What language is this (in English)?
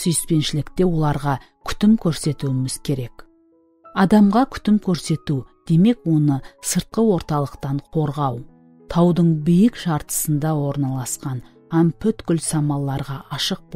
Kara-Kalpak